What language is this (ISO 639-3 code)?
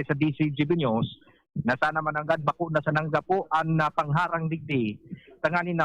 bik